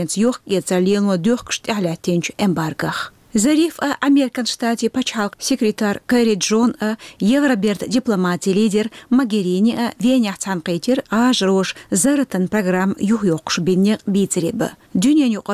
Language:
Chechen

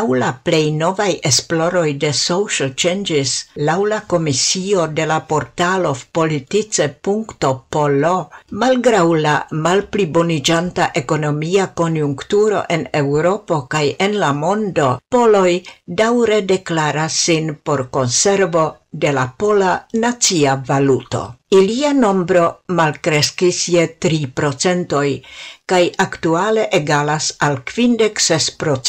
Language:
Esperanto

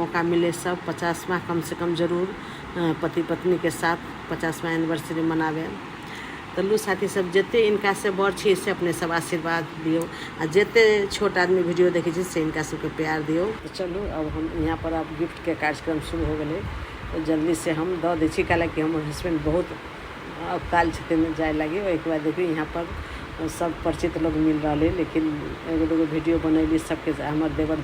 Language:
Maithili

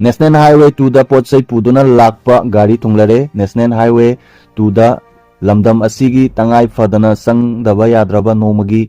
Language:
Manipuri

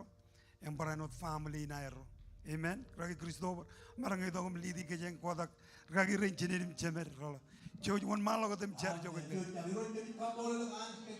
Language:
Marshallese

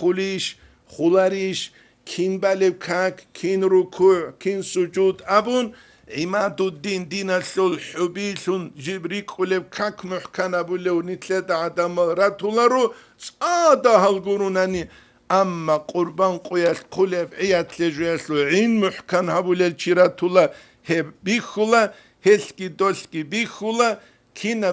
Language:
Avaric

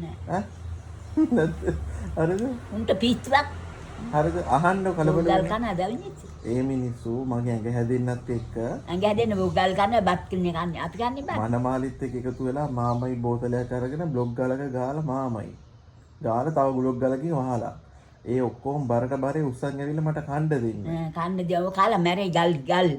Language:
Sinhala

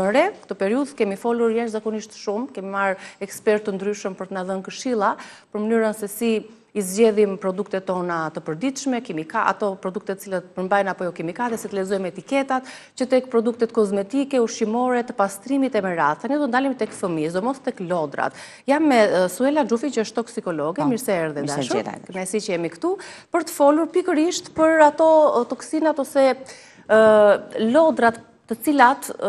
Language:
Albanian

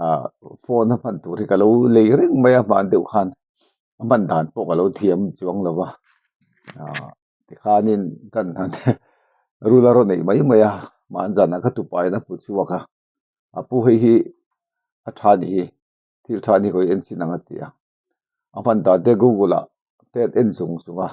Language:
Mizo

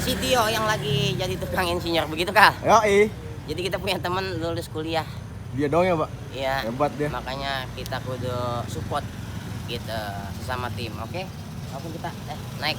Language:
Betawi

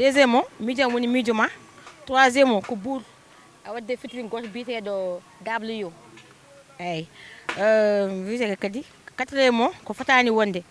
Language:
Fula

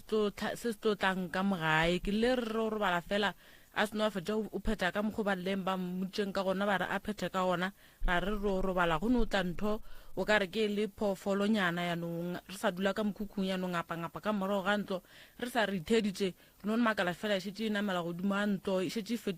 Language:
Northern Sotho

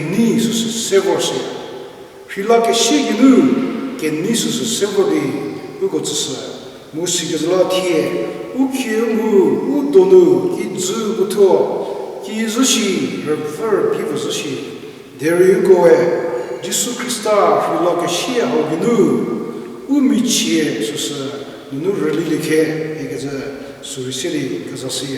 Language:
Angami Naga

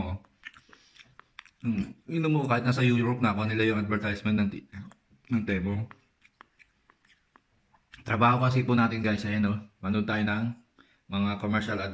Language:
Filipino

